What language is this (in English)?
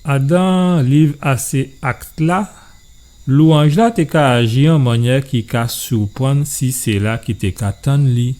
Guadeloupean Creole French